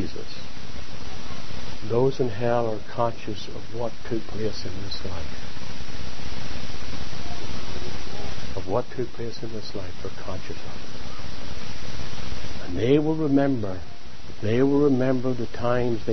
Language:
English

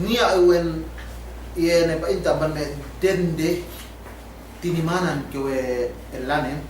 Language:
Yakan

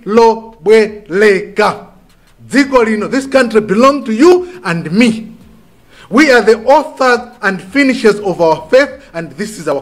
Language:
Nyanja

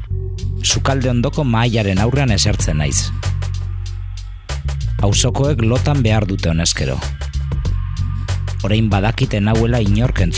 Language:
Basque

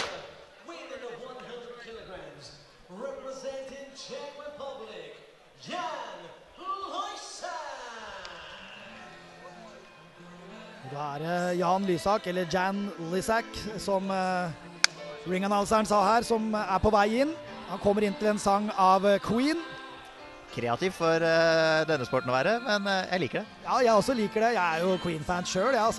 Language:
Norwegian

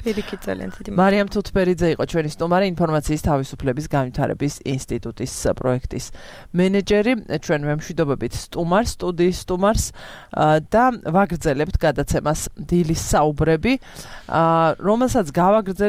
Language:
Georgian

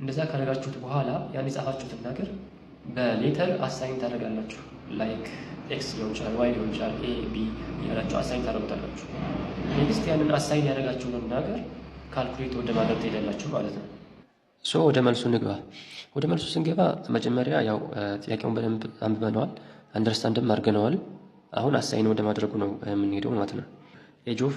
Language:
Amharic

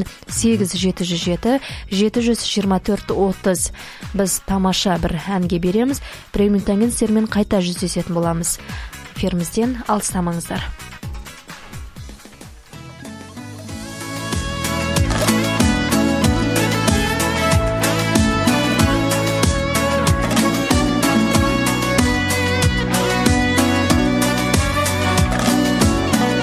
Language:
Kazakh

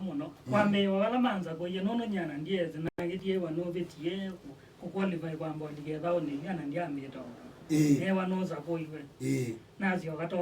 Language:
Kamba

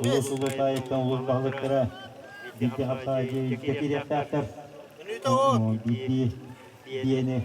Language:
Yakut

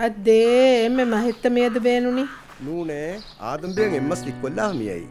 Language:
Divehi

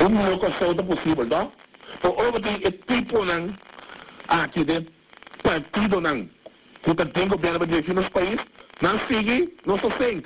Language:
Papiamento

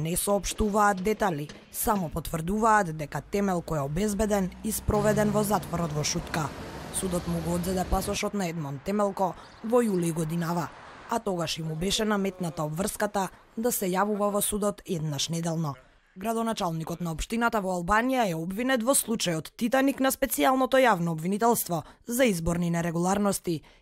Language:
Macedonian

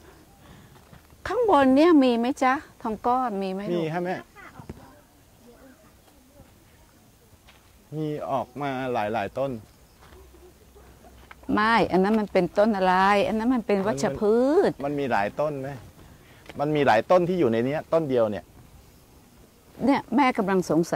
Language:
Thai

